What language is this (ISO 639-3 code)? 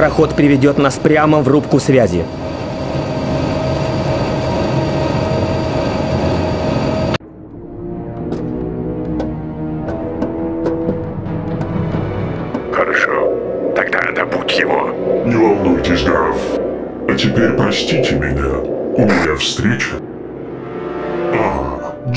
rus